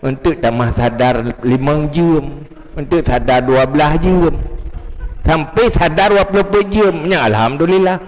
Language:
Achinese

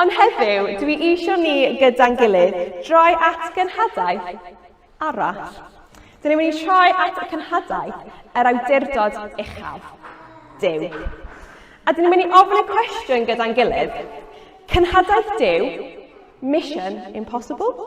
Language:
Welsh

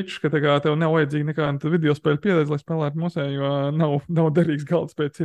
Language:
Latvian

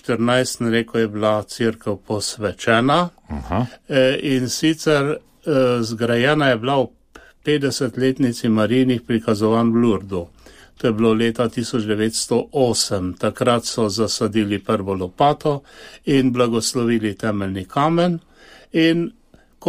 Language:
Slovenian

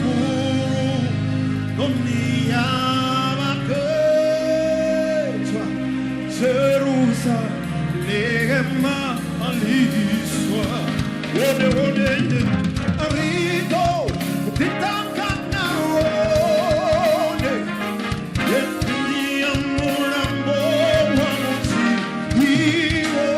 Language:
Venda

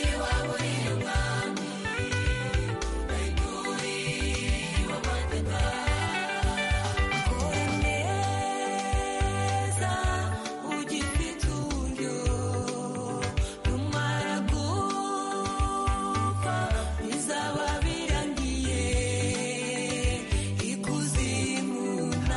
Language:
Kinyarwanda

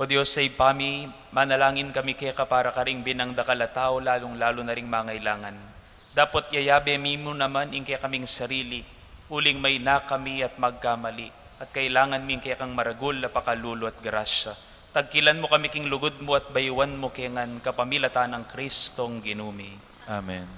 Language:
Pampanga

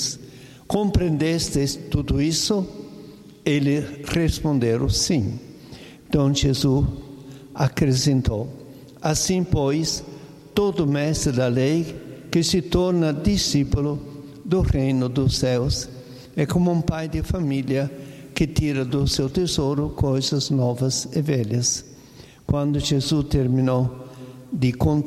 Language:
Portuguese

